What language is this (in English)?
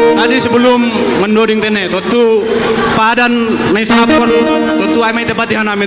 Batak Simalungun